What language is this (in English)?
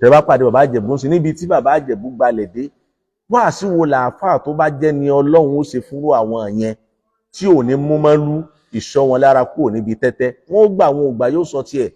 Yoruba